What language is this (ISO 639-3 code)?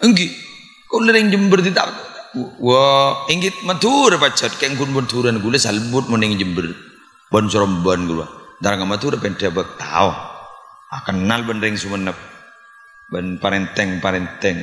mad